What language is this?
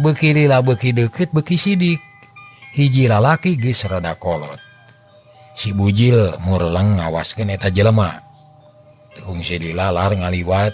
Sundanese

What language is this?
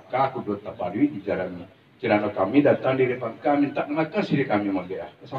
Minangkabau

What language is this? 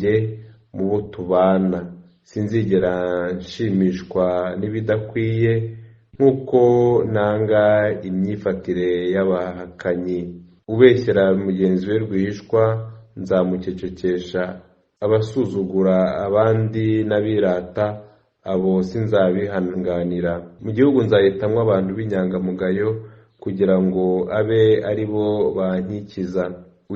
Kinyarwanda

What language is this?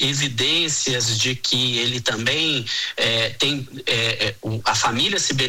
Portuguese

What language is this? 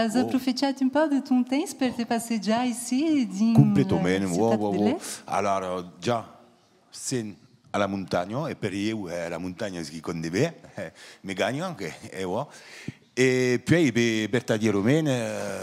Occitan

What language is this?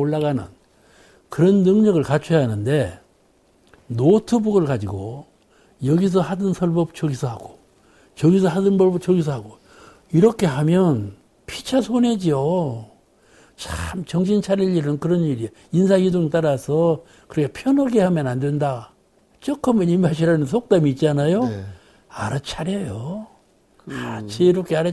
Korean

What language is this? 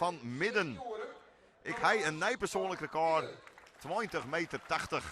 Western Frisian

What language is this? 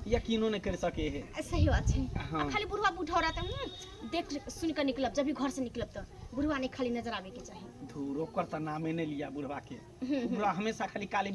Maithili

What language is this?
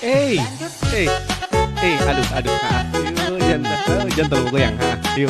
Ambonese Malay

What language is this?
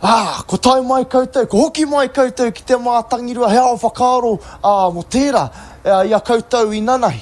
Māori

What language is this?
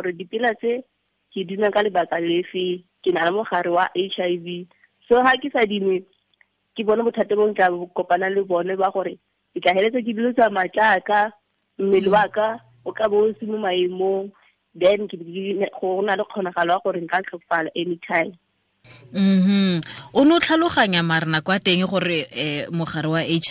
Tswana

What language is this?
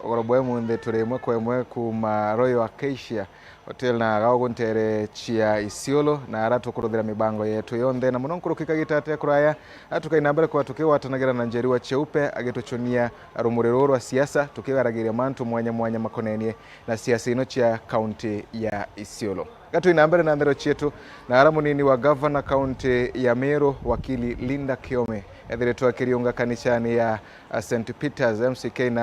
Meru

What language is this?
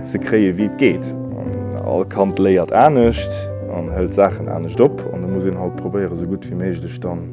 Luxembourgish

